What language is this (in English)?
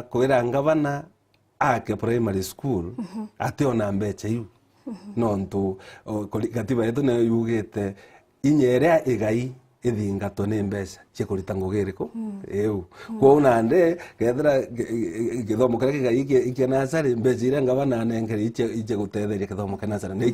Meru